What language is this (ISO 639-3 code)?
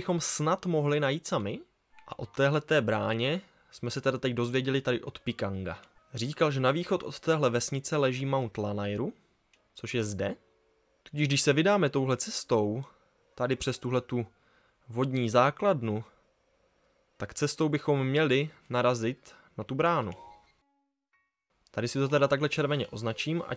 ces